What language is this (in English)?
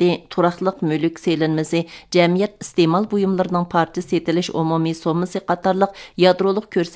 Uyghur